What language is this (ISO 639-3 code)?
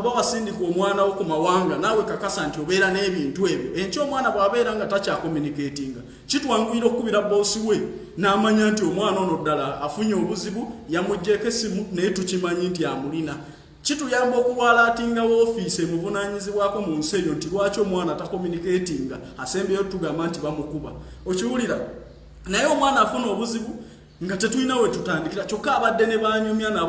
lug